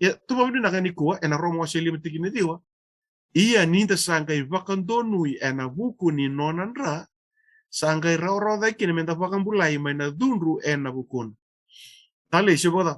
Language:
Fijian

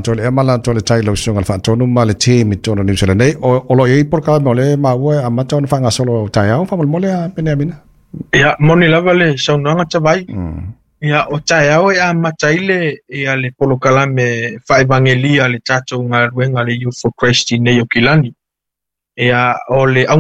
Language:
Samoan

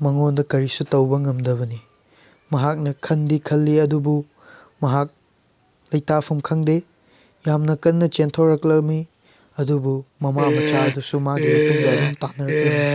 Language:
Manipuri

